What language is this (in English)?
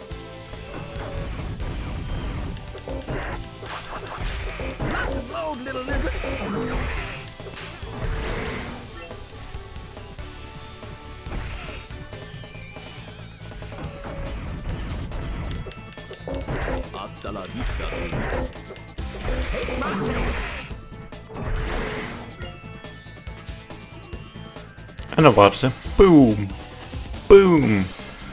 Dutch